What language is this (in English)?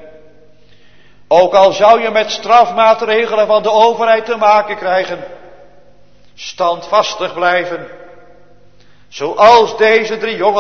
Dutch